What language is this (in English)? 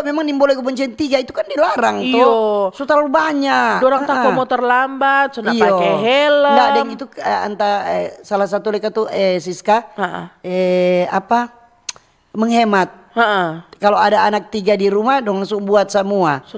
Manado Malay